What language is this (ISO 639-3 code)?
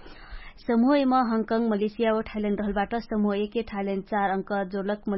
thl